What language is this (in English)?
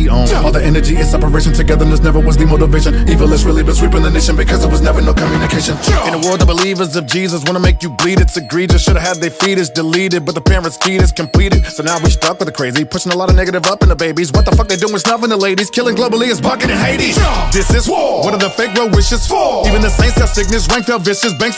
English